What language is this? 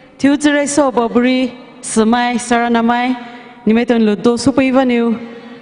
Poumei Naga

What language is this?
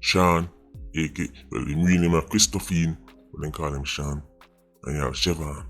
Jamaican Creole English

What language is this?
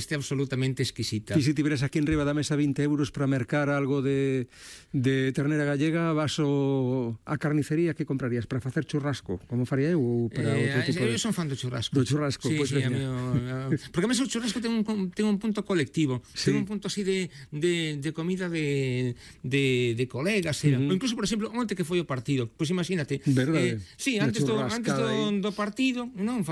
Galician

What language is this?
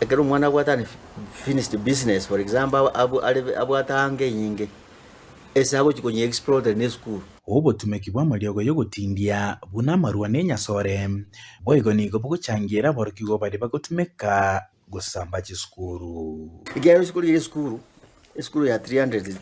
Gusii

